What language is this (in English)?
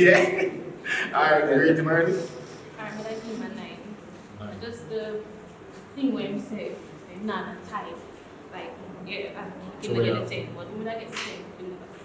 Jamaican Creole English